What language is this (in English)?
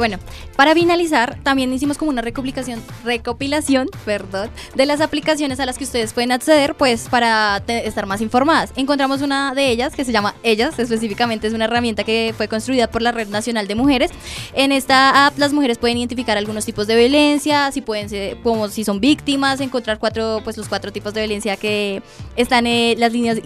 Spanish